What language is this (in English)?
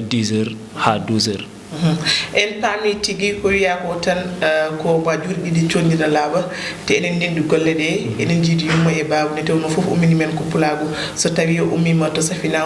Fula